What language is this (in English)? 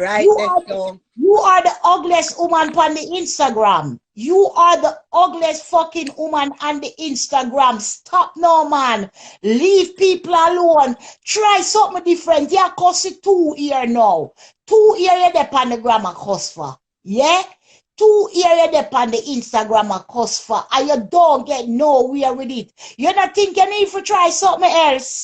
Jamaican Creole English